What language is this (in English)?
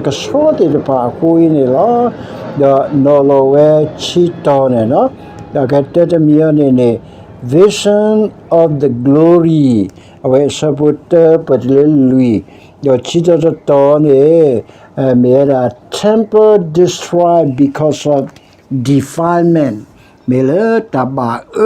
S'gaw Karen